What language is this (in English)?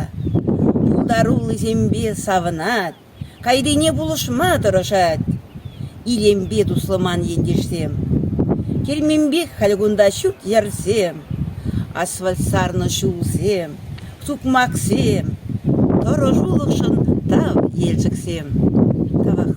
Chuvash